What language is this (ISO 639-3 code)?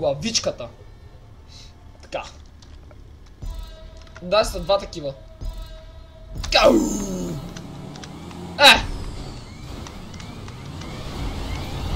bul